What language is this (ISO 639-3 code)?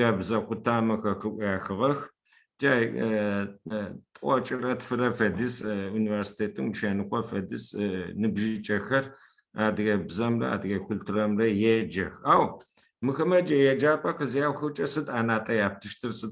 ady